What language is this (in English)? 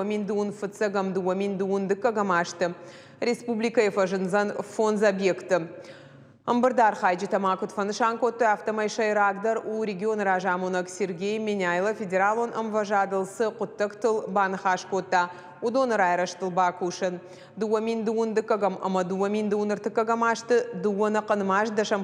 Ossetic